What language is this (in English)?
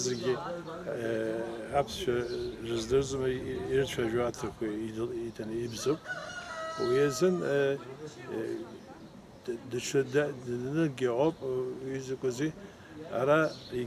Abkhazian